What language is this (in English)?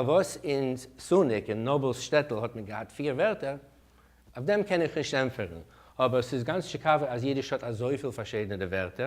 Yiddish